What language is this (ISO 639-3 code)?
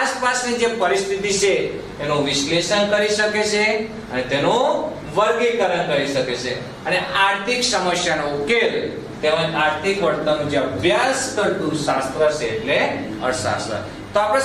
guj